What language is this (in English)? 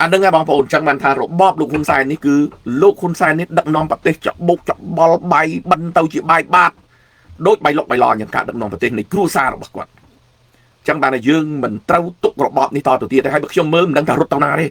Khmer